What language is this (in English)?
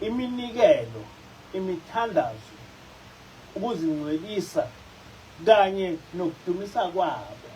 Zulu